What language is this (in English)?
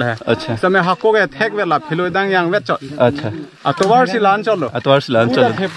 Karbi